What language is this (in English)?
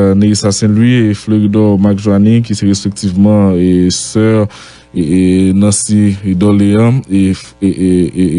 Haitian Creole